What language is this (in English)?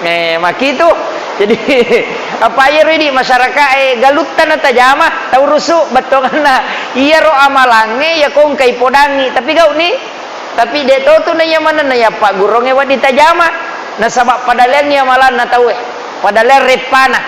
Buginese